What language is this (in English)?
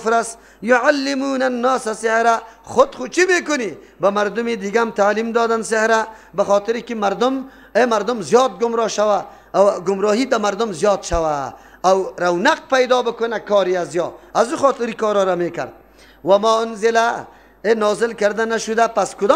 Persian